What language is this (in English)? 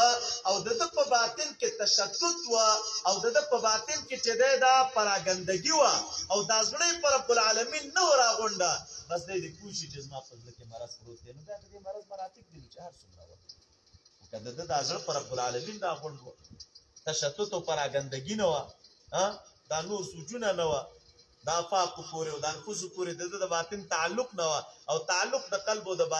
Pashto